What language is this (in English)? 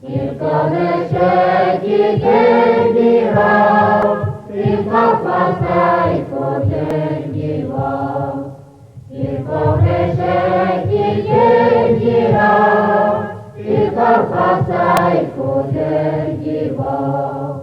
Rusyn